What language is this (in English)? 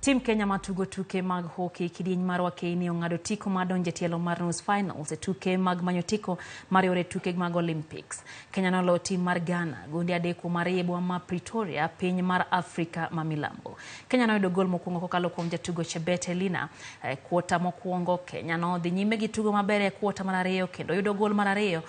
Luo (Kenya and Tanzania)